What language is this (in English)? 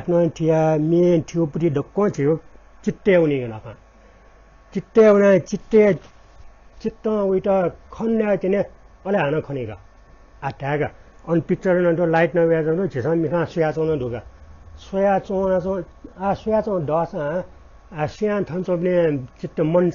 Newari